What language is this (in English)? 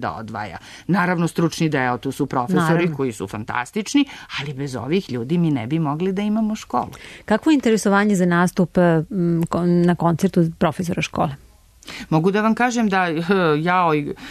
Serbian